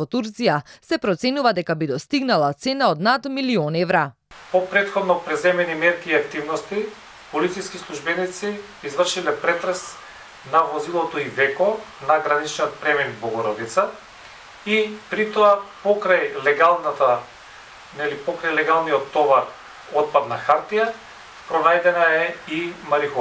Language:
Macedonian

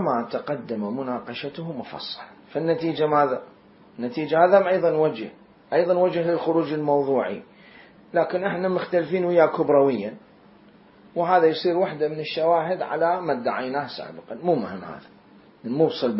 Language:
Mesopotamian Arabic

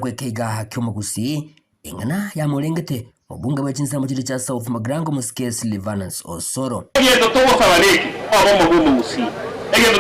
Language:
Gusii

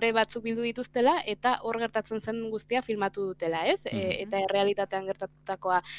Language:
Basque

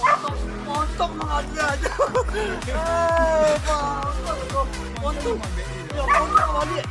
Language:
Minangkabau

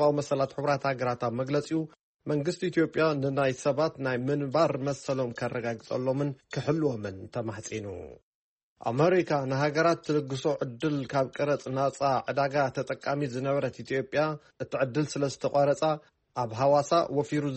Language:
Tigrinya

